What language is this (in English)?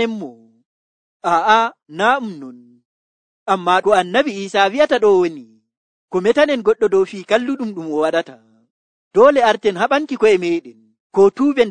Nigerian Fulfulde